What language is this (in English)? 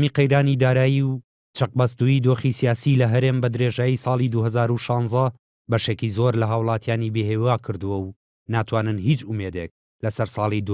Central Kurdish